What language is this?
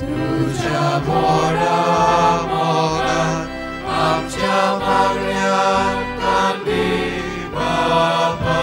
Konkani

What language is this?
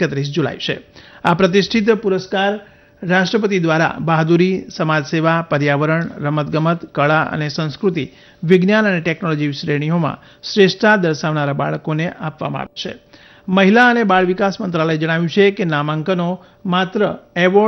Gujarati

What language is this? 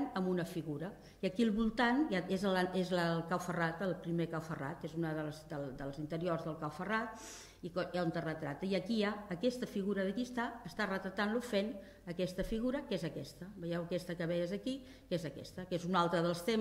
Catalan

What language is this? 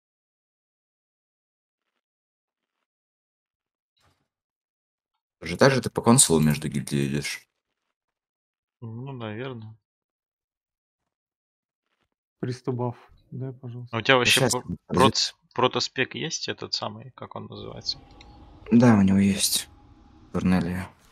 Russian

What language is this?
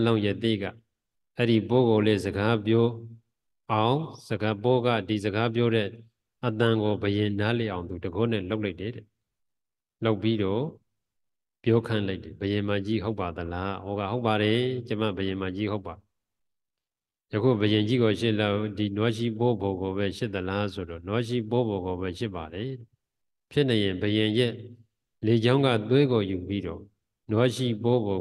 Burmese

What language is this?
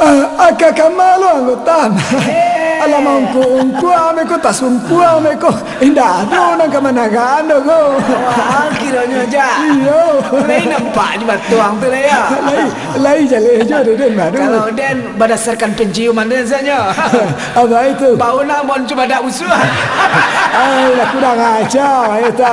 Minangkabau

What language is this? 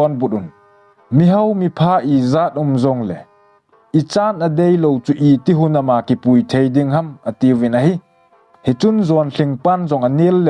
Thado Chin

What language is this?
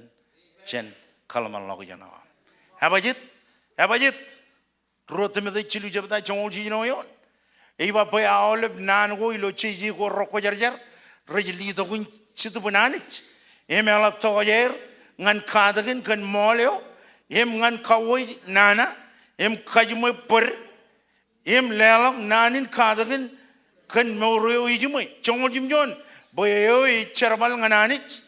Marshallese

